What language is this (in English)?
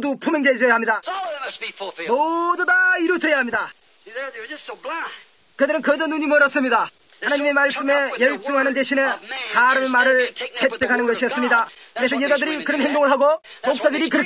Korean